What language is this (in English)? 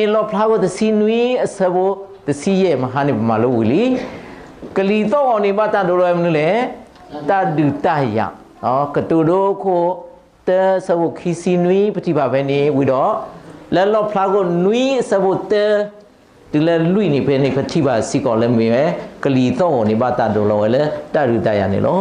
S'gaw Karen